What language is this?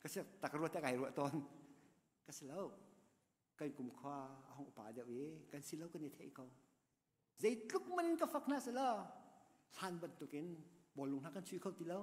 Hakha Chin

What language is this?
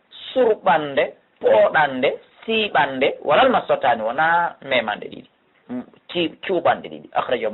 Pular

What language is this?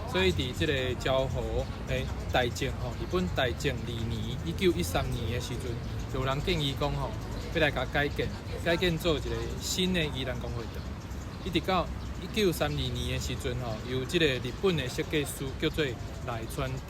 Min Nan Chinese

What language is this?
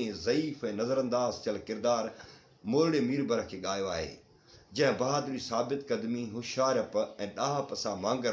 Sindhi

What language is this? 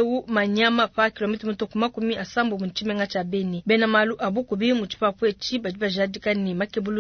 Luba-Lulua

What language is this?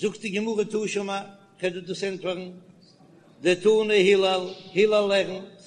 Yiddish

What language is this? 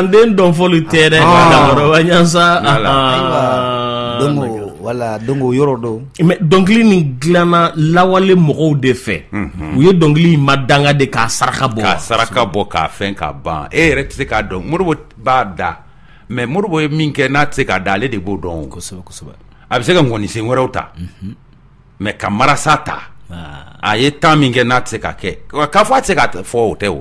Bambara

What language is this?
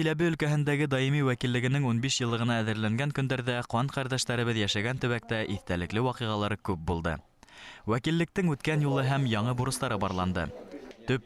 Bashkir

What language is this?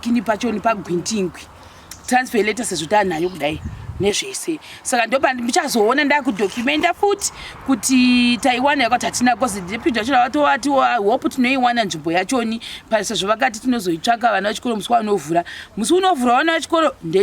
Shona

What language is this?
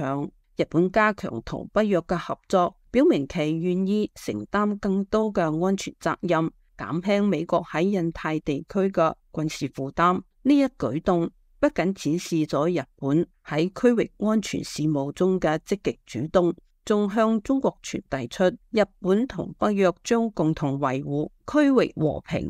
Cantonese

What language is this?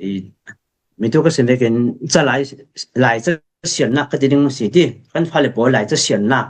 Falam Chin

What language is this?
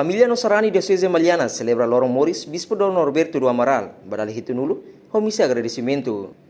Tetum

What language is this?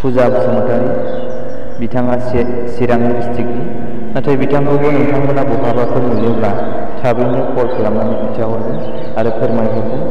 Bodo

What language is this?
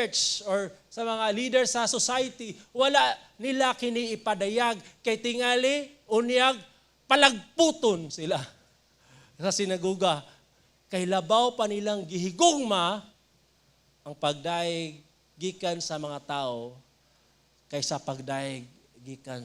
Cebuano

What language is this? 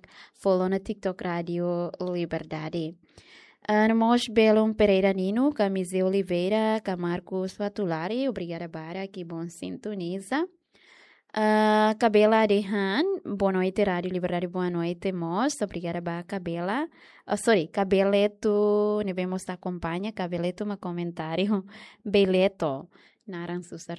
Tetum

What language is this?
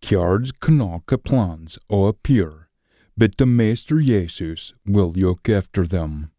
Scots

